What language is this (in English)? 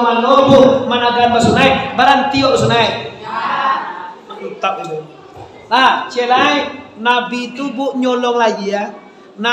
Minangkabau